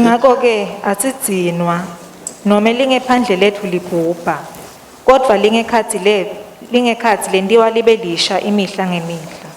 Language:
Swati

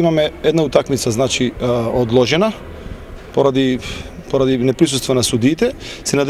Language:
Macedonian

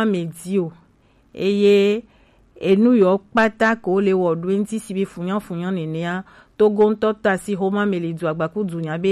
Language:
Gen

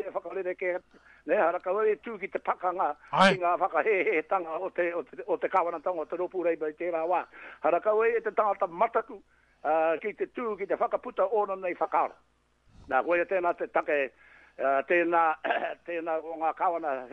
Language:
Māori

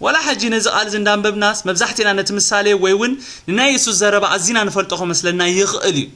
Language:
Tigrinya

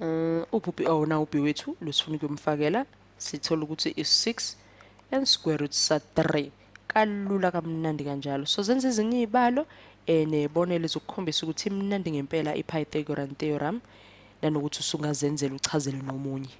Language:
Zulu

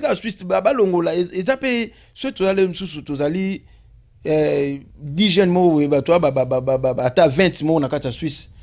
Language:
Lingala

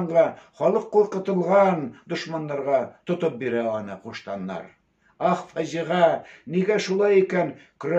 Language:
Tatar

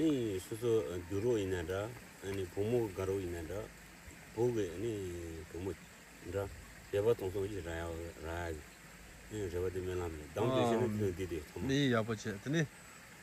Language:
Tibetan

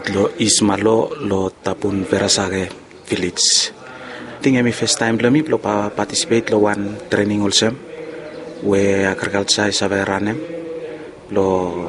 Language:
Bislama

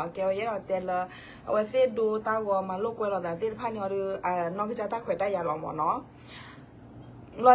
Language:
S'gaw Karen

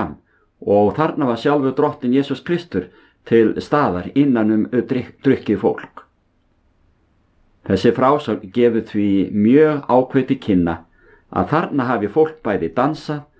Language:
Icelandic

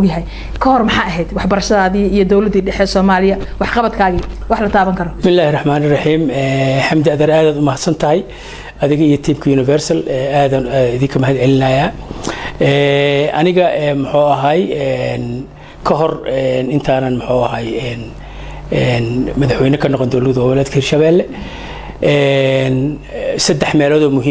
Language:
Somali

